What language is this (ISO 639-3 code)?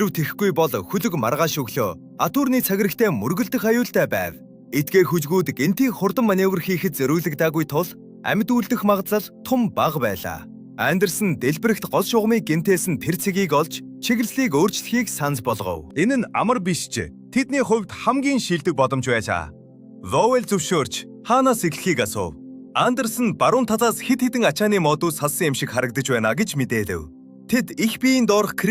mon